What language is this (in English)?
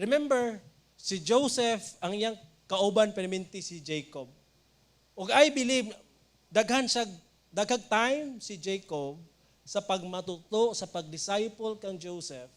Cebuano